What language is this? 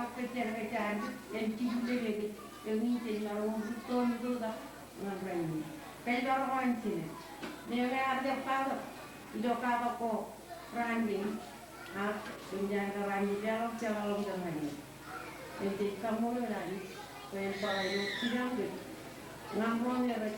Marshallese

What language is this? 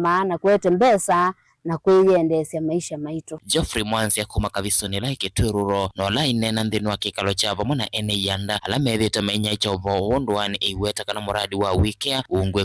Kamba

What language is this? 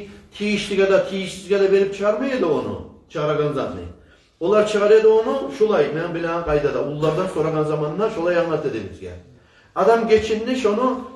Kumyk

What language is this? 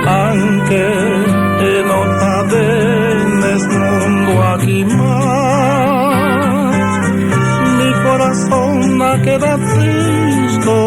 Papiamento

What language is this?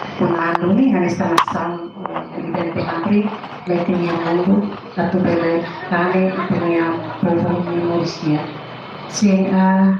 Tetum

